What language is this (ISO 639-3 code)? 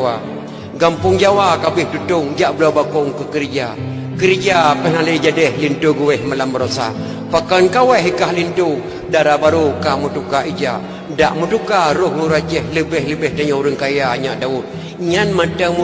ace